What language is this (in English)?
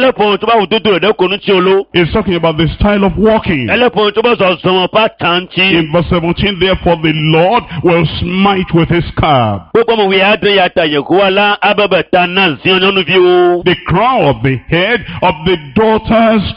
Ewe